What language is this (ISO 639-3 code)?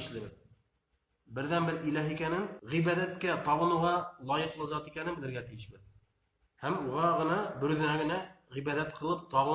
bak